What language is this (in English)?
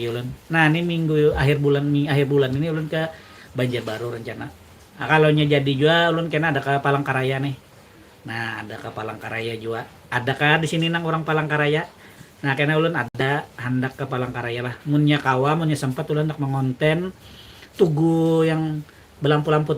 Banjar